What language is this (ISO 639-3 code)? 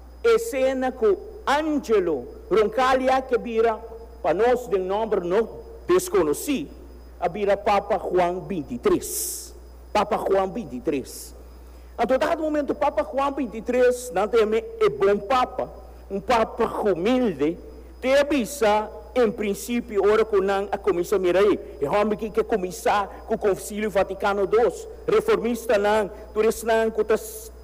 pap